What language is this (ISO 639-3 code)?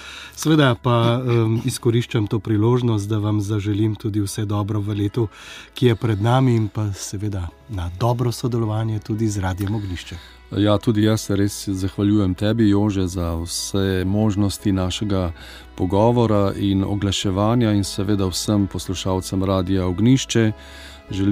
slv